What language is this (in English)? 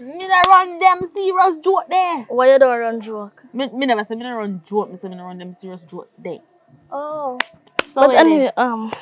Jamaican Creole English